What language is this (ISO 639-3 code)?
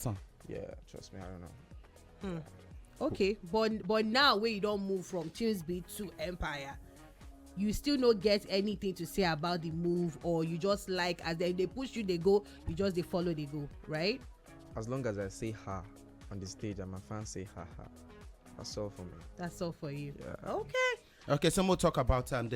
pcm